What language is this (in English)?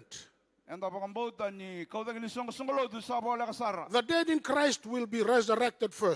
Fijian